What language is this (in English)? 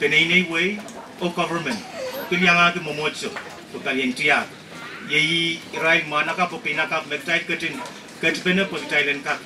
Pohnpeian